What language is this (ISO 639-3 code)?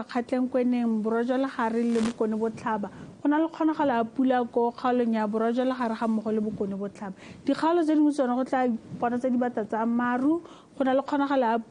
tsn